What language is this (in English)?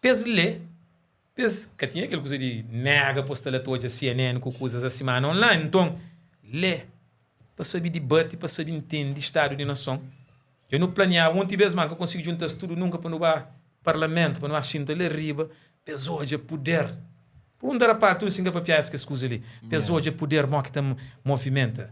Kabuverdianu